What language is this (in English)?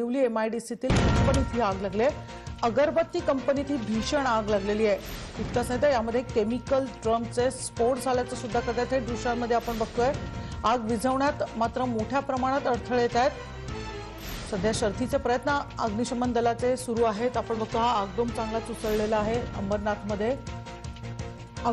Marathi